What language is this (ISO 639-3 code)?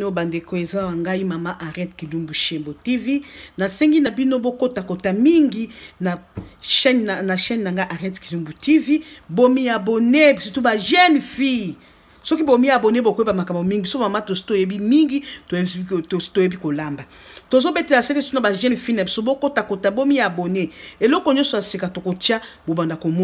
lin